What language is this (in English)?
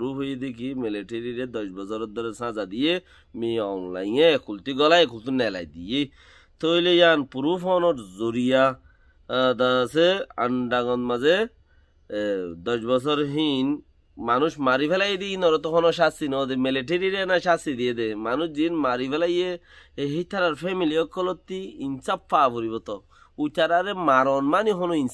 Rohingya